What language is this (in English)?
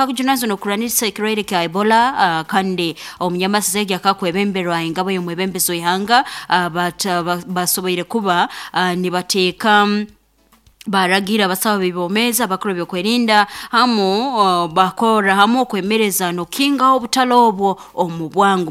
Nyoro